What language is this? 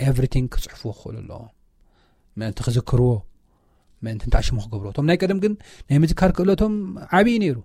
Tigrinya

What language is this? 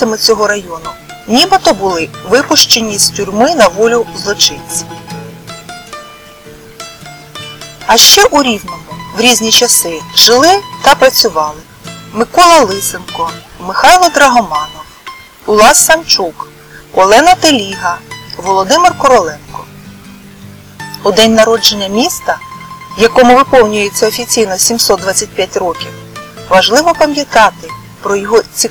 Ukrainian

